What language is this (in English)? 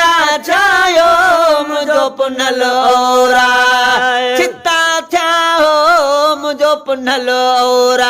Sindhi